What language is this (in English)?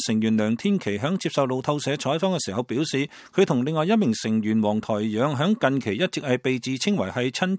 Cantonese